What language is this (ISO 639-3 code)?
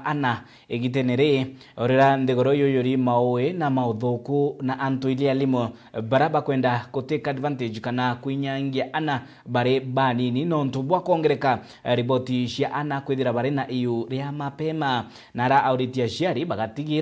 mer